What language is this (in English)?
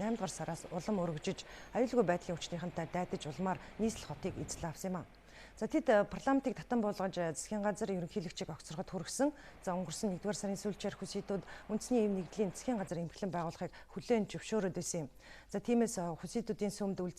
Mongolian